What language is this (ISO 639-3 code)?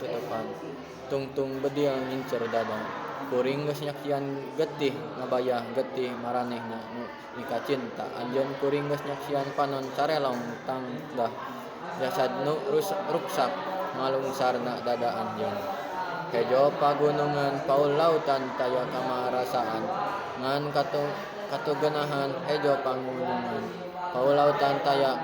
sun